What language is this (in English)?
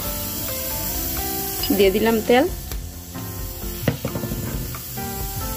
Bangla